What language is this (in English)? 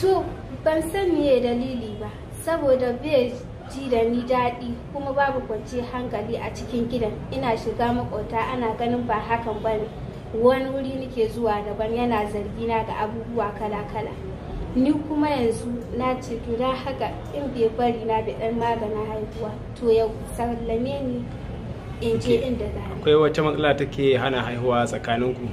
Hausa